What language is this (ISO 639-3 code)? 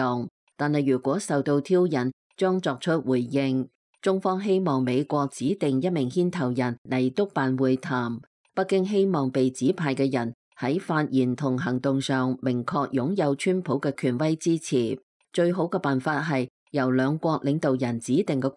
yue